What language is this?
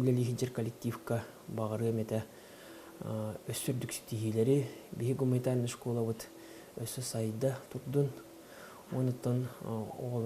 Yakut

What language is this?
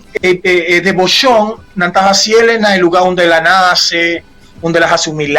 Papiamento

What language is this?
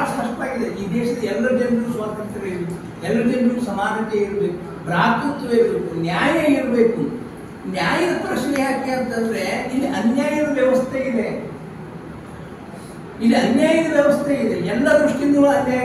Kannada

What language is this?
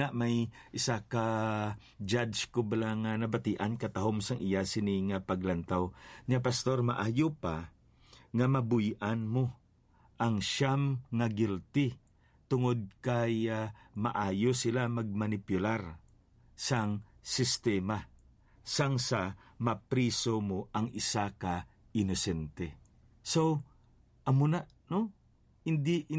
Hiligaynon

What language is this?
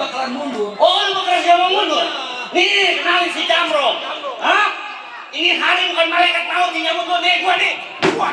Betawi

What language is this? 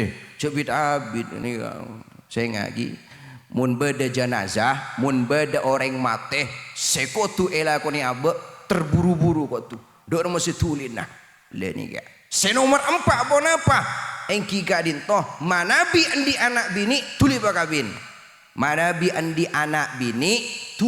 Madurese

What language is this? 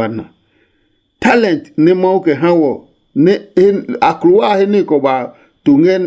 Adangme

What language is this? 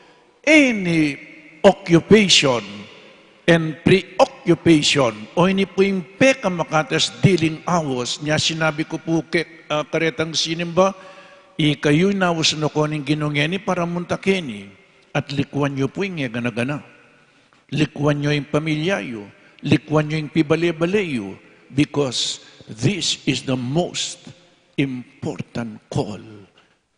Pampanga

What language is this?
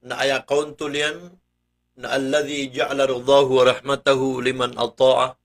Maranao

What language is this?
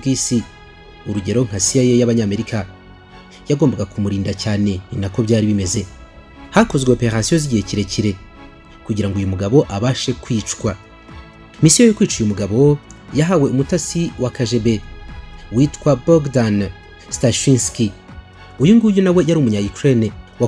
Kinyarwanda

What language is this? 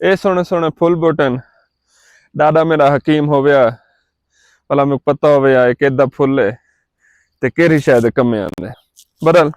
Saraiki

